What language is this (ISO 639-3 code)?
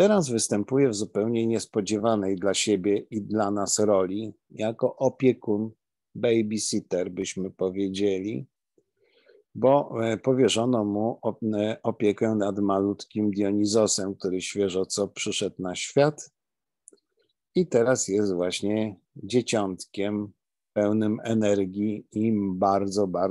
pol